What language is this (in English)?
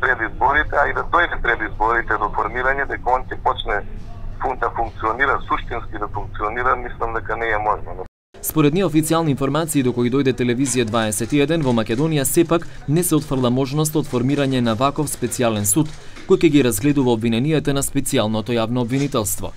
Macedonian